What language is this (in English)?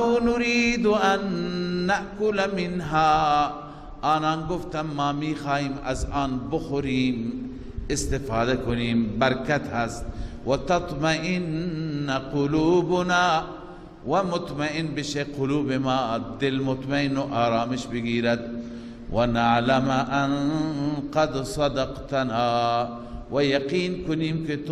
Persian